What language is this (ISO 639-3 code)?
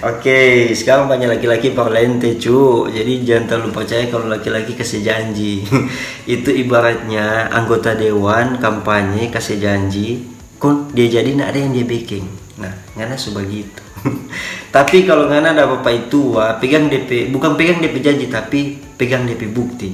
xmm